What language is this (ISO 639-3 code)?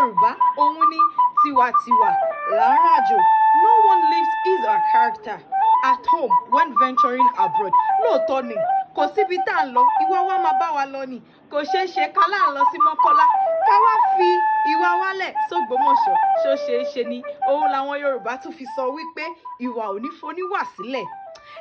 yor